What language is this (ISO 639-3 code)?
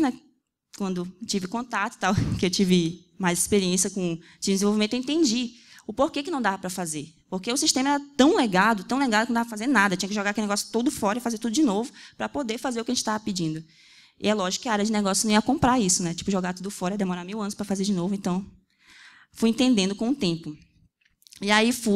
por